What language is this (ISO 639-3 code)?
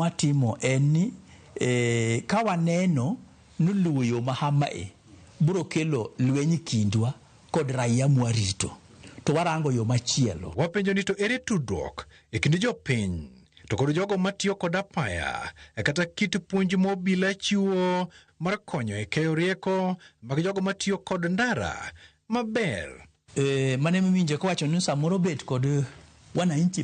luo